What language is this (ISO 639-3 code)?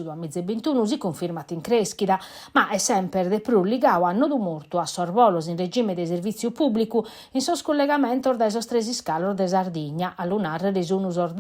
srd